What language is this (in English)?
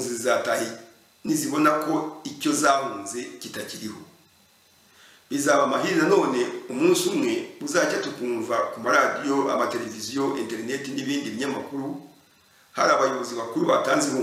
Kinyarwanda